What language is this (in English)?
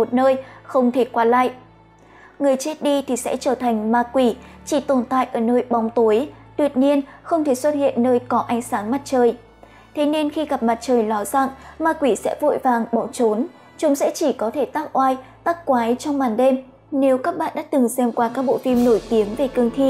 Vietnamese